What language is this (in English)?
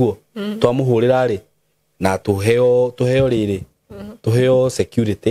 Kikuyu